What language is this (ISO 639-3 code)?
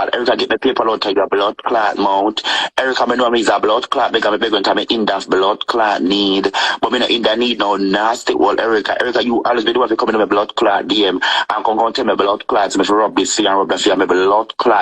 jam